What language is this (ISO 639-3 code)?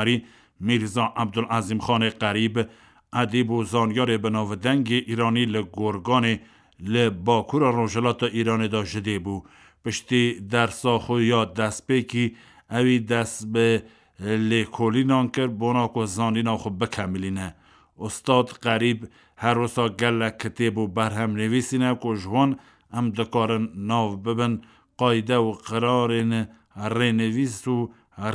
kur